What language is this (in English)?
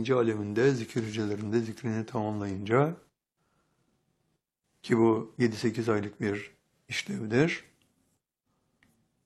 Turkish